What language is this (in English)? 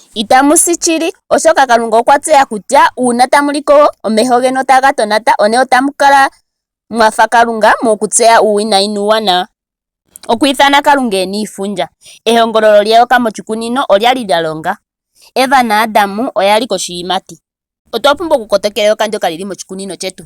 Ndonga